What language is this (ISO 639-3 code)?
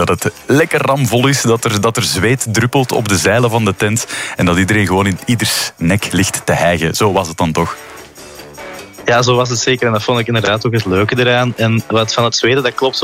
nld